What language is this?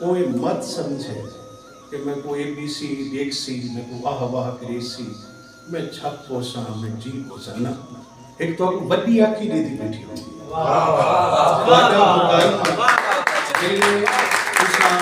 Saraiki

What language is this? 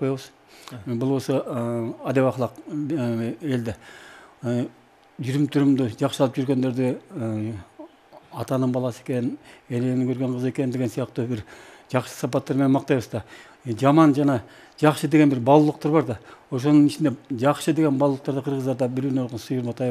Kyrgyz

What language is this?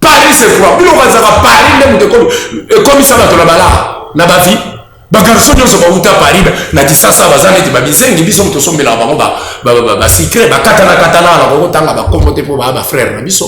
Lingala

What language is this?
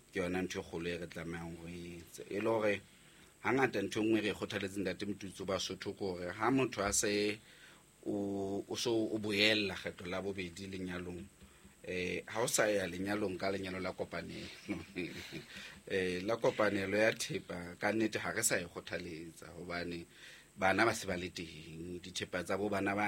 Southern Sotho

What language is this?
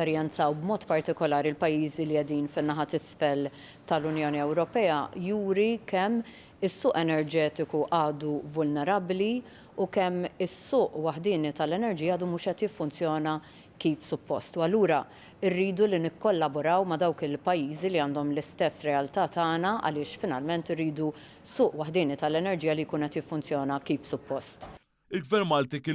Maltese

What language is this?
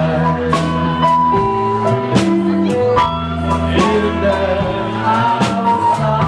English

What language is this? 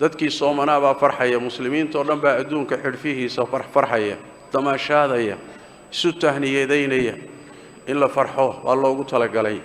Somali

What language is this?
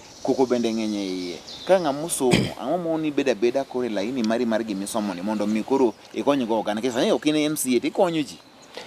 Luo (Kenya and Tanzania)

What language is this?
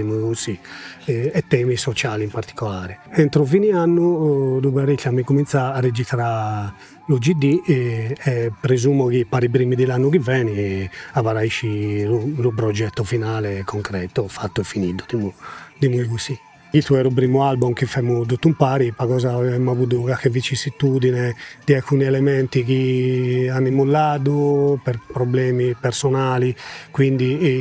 Sardinian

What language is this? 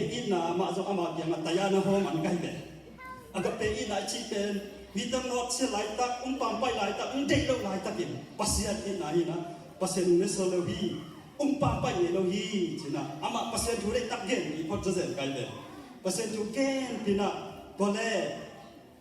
Tedim Chin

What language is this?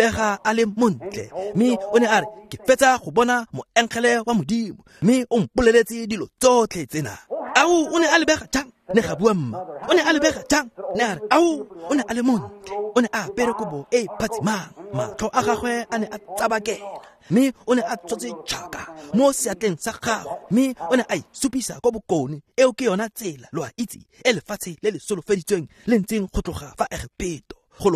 Tswana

